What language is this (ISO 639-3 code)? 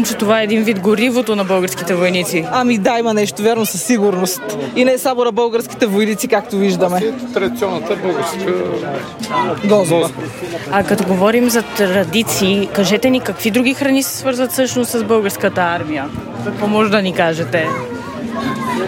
bul